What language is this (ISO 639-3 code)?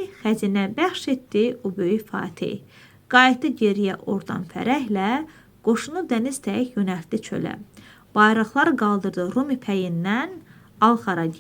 aze